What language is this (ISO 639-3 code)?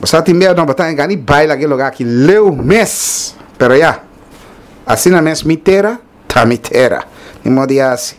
pap